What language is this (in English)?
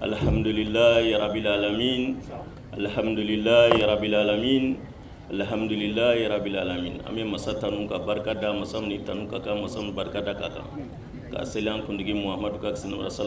Bambara